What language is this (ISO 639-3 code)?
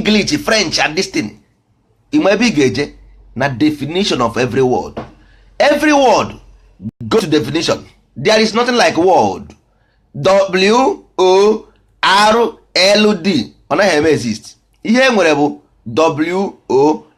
ibo